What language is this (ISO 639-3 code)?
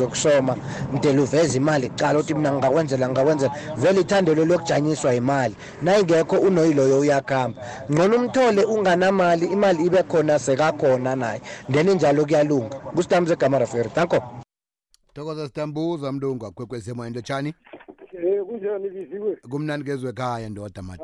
nbl